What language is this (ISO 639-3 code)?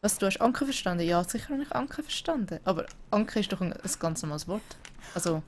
gsw